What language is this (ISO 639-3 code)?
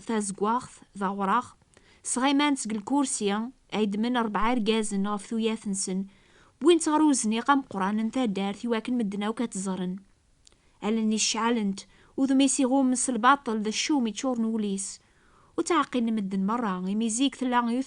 kab